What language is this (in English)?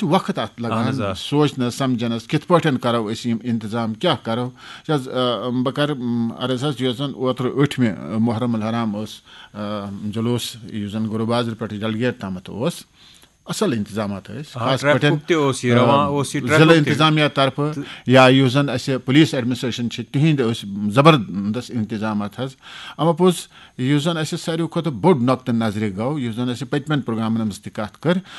Kashmiri